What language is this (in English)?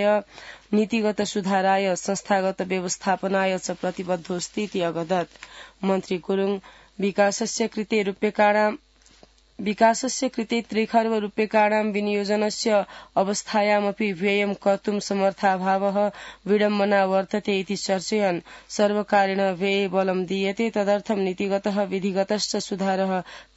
Sanskrit